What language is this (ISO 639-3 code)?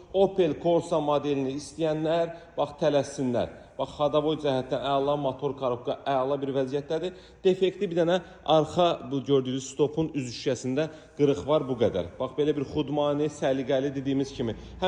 aze